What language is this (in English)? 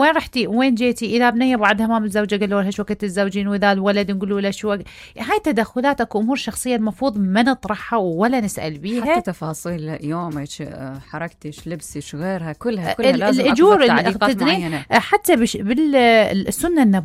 Mesopotamian Arabic